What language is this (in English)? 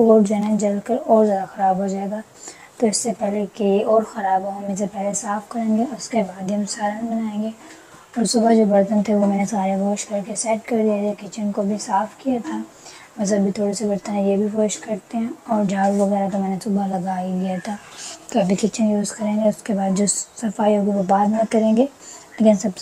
Hindi